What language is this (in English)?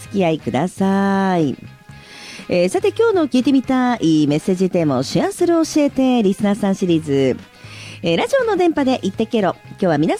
Japanese